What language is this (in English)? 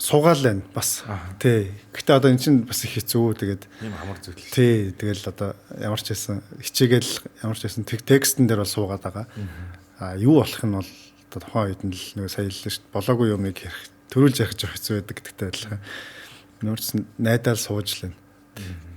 Mongolian